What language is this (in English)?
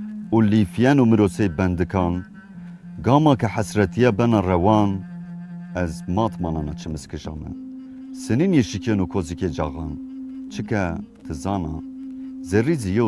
Zaza